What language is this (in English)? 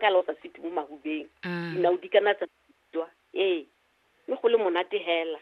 Tswana